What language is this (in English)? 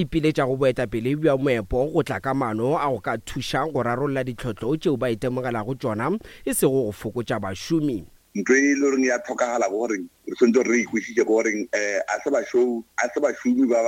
Northern Sotho